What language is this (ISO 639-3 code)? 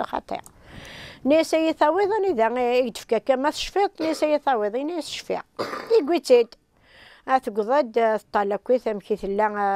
kab